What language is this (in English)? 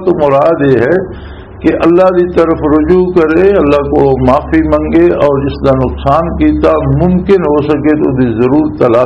Western Panjabi